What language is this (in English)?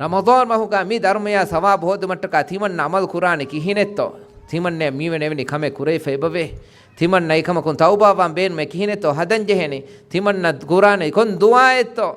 Divehi